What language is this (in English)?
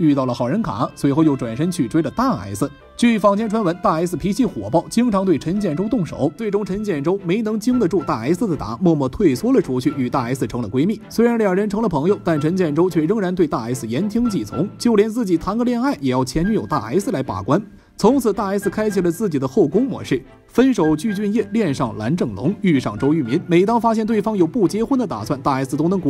Chinese